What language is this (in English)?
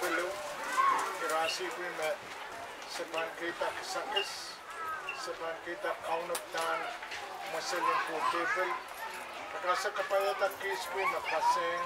Pohnpeian